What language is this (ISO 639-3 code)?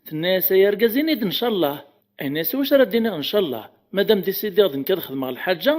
kab